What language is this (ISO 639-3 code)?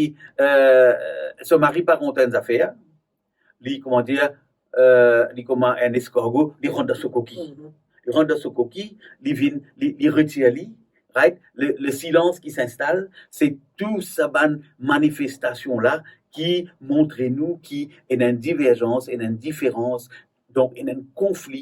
mfe